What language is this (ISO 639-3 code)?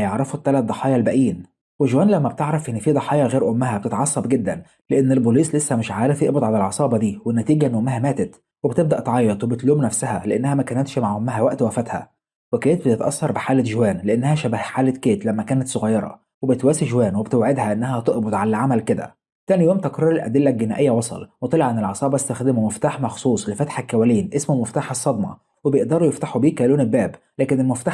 arz